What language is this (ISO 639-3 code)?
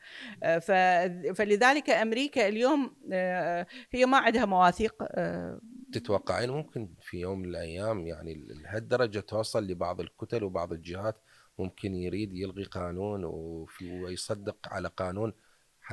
acm